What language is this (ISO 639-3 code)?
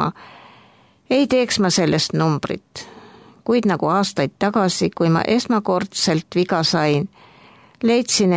est